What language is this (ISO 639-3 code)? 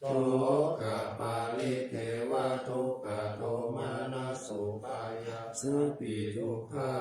pli